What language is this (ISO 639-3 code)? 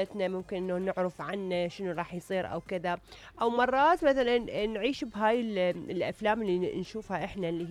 acm